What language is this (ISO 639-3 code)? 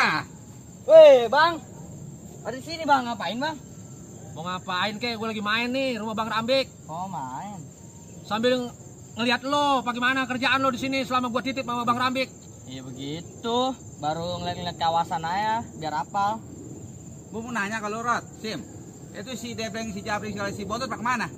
bew